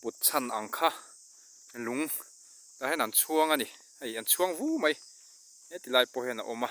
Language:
Mizo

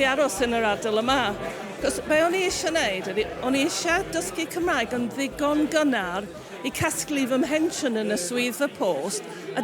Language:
Welsh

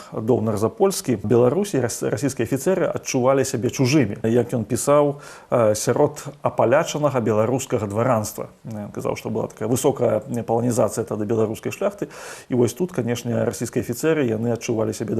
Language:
Belarusian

